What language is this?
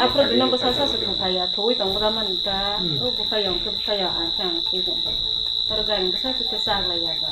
Riang (India)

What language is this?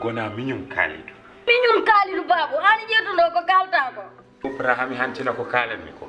Fula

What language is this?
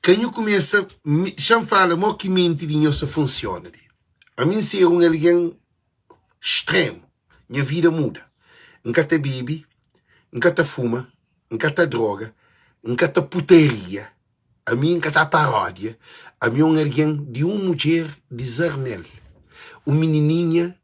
Kabuverdianu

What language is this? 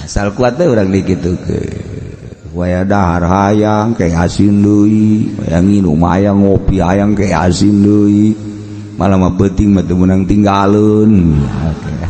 Sundanese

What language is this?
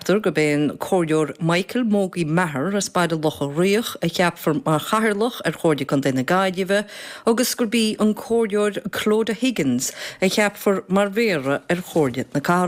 Irish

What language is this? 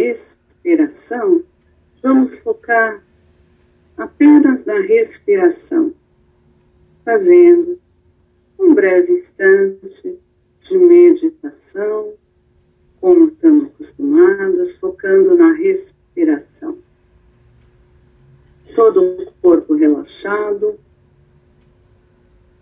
Portuguese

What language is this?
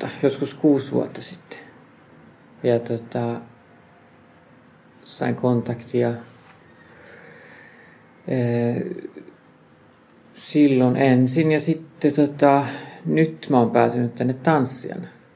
Finnish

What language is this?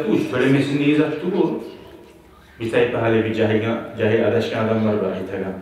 Kumyk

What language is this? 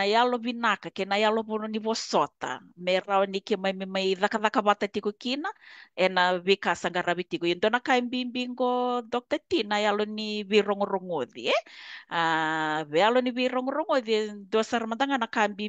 Fijian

